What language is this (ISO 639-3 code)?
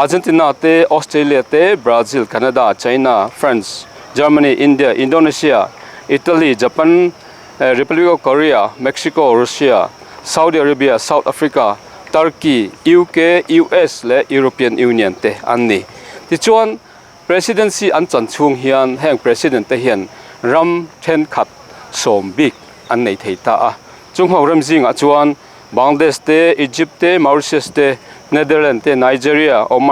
lus